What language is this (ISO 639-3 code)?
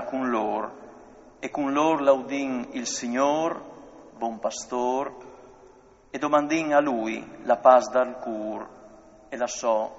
fur